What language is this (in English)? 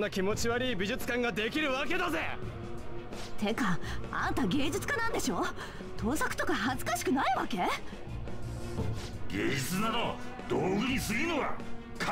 Japanese